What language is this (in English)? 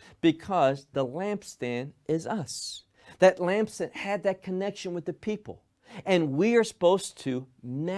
English